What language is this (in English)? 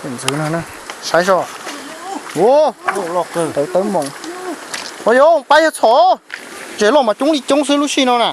Hmong